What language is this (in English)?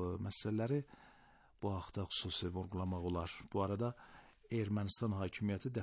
Azerbaijani